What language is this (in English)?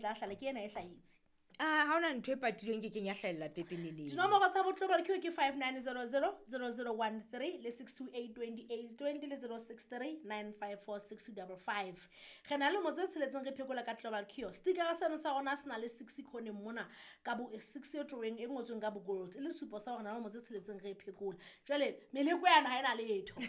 Southern Sotho